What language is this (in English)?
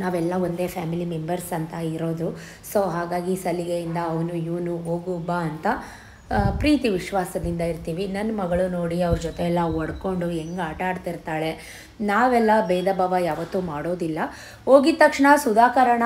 Kannada